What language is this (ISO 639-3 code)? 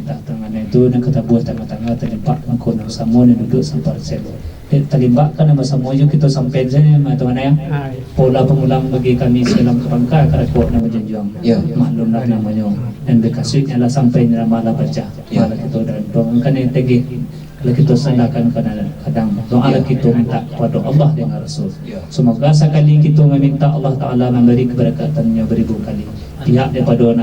min